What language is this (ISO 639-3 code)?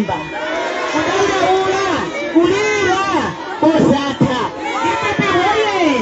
nya